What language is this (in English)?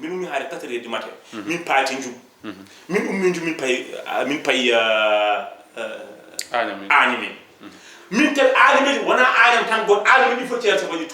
Fula